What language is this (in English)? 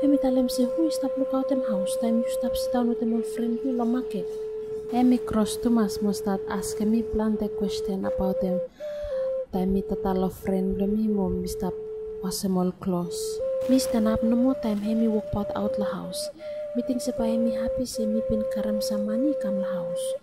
Bislama